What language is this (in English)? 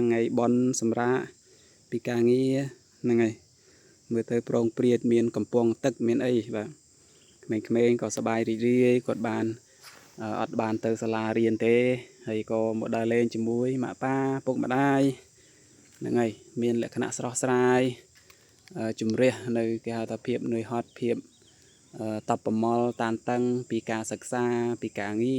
Khmer